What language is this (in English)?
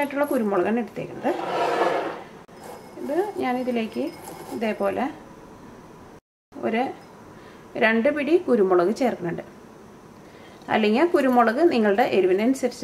Malayalam